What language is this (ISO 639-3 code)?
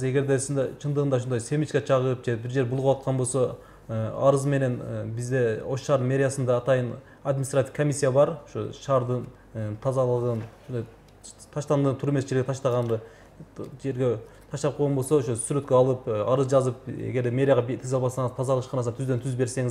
kir